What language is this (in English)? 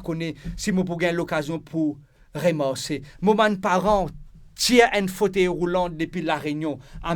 Morisyen